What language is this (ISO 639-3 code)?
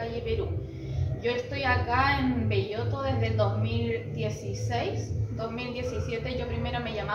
spa